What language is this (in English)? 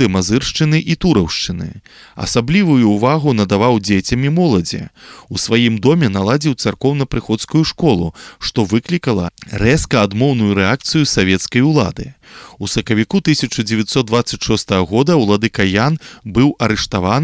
Belarusian